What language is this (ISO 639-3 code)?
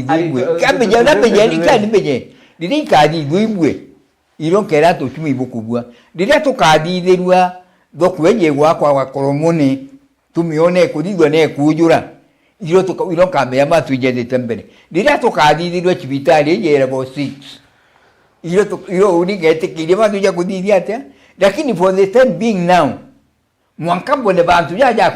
mer